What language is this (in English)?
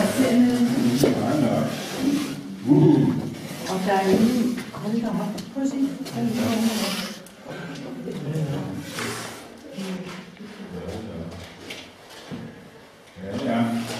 Danish